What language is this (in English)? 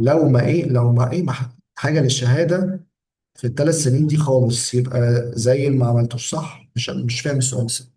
Egyptian Arabic